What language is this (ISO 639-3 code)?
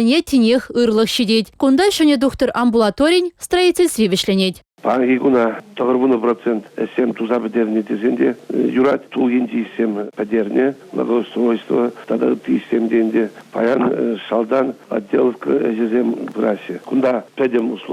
chv